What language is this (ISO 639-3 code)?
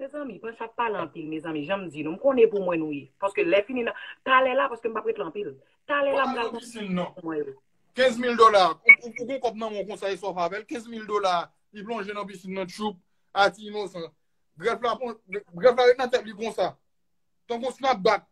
hat